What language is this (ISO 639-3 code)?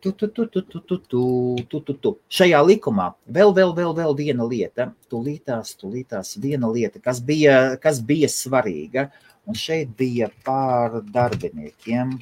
lav